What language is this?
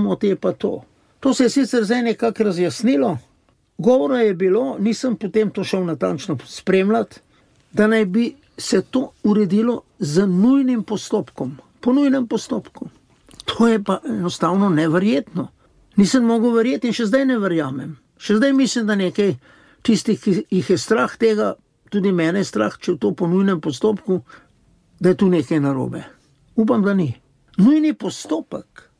Slovenian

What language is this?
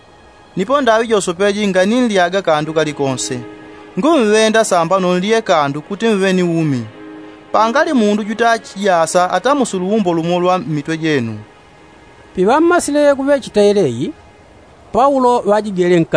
Yao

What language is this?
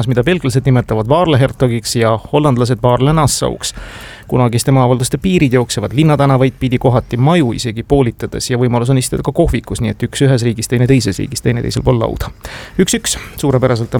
Estonian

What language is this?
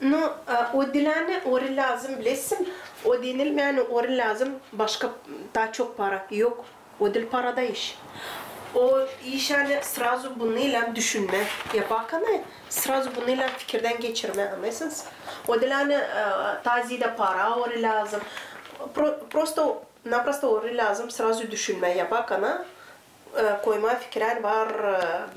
Gagauz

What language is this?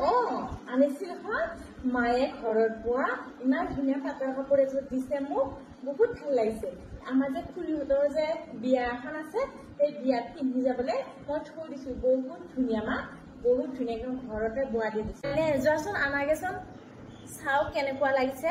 Assamese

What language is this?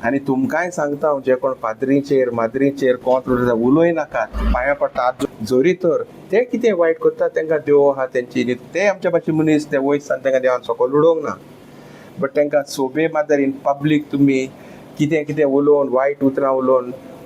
Konkani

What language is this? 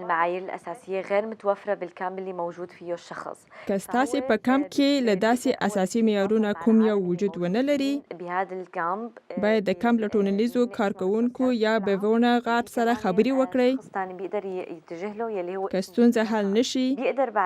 Pashto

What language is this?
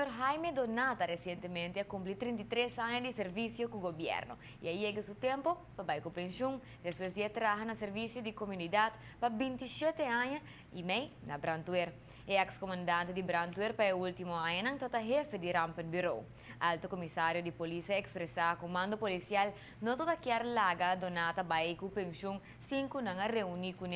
Papiamento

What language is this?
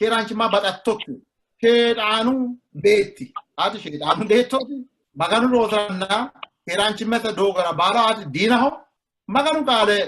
Sidamo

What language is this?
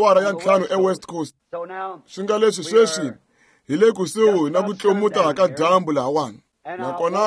Tsonga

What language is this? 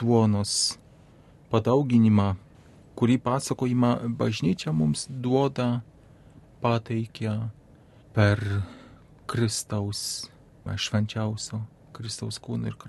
Lithuanian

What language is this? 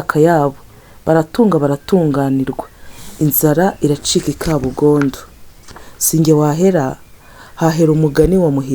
Kinyarwanda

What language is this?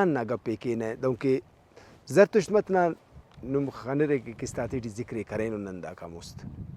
Brahui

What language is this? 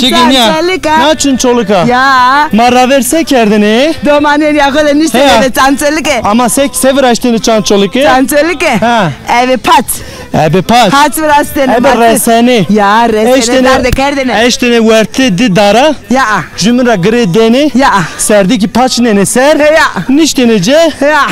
Zaza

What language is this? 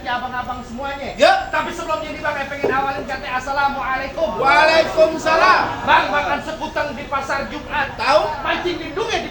Betawi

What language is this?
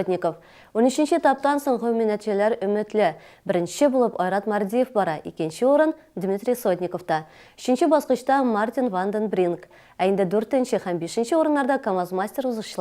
Tatar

